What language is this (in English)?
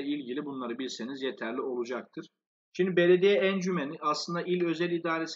Turkish